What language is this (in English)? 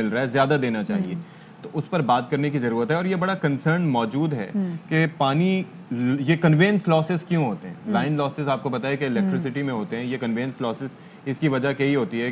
Urdu